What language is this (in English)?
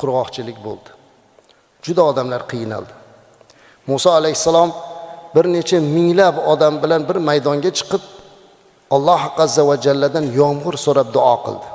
Uzbek